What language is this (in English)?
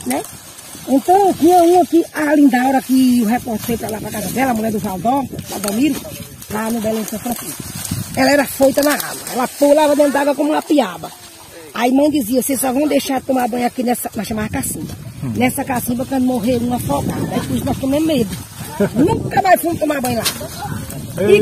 Portuguese